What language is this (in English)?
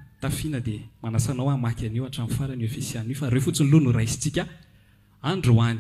Malagasy